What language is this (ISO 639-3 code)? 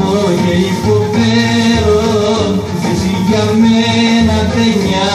ell